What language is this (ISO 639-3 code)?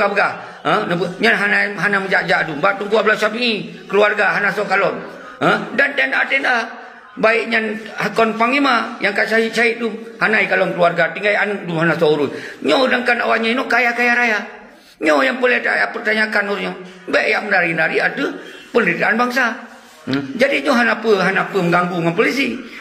ace